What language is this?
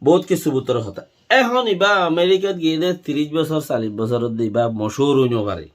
Rohingya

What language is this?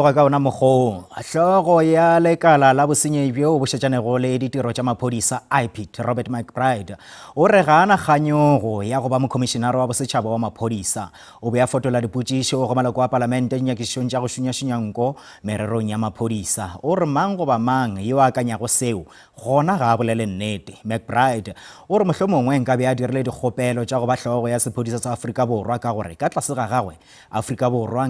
Northern Sotho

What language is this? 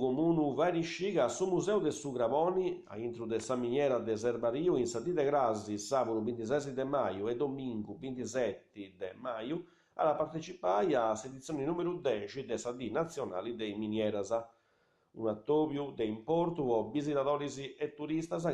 Sardinian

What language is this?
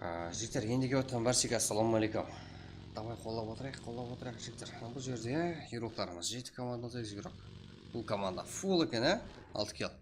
Kara-Kalpak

